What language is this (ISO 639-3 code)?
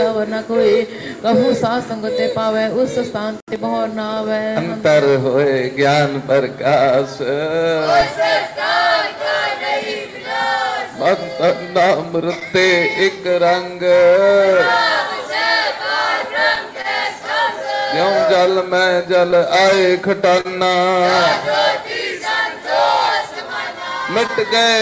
pan